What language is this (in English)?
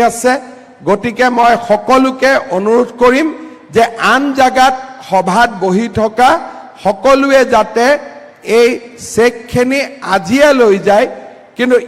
Assamese